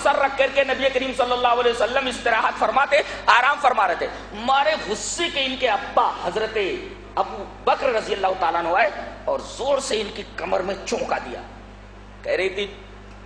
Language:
Urdu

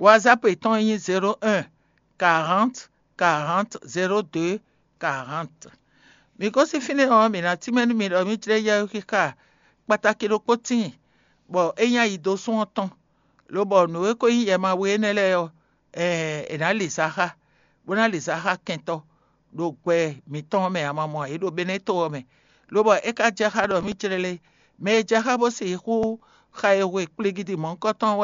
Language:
Fon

